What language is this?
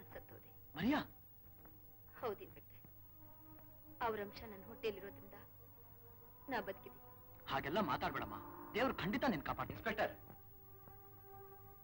Kannada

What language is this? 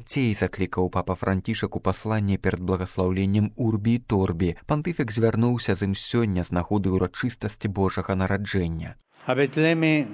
Belarusian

